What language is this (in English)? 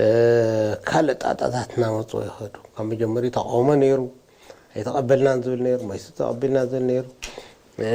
Tigrinya